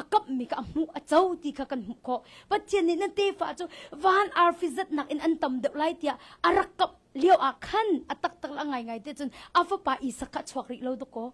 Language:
Hakha Chin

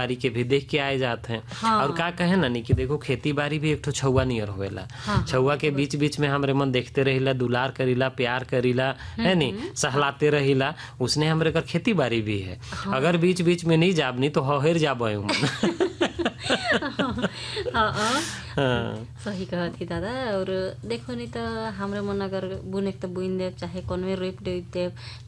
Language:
Sadri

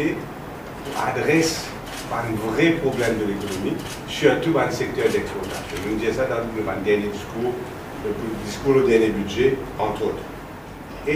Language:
Morisyen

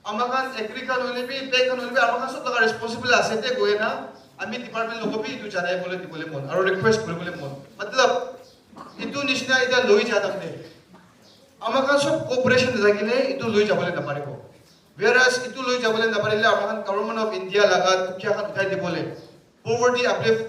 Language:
Naga Pidgin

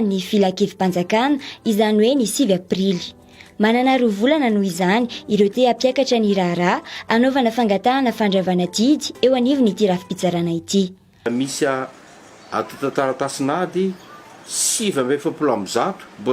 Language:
Malagasy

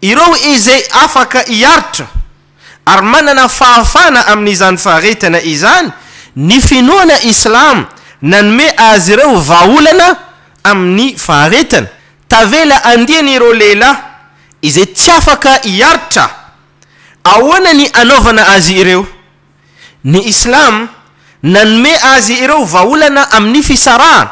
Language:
Malagasy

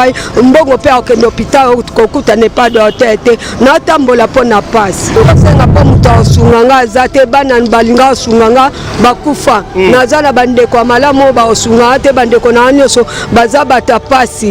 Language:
Lingala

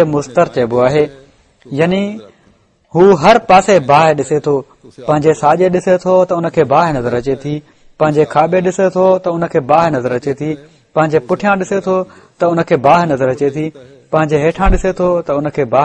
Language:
Sindhi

